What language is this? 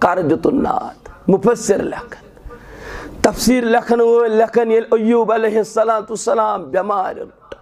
Kashmiri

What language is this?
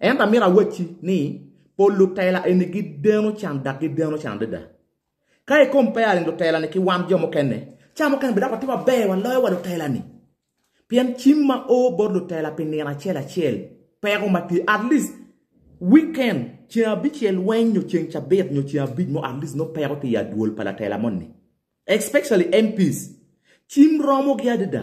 Acoli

